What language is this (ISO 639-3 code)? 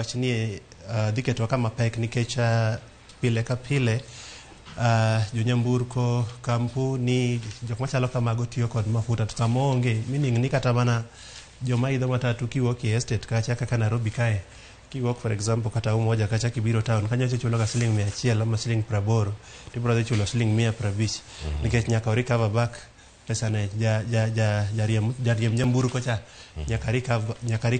luo